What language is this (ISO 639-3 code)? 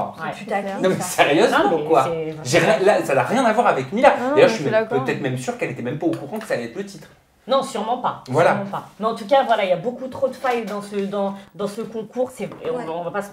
fra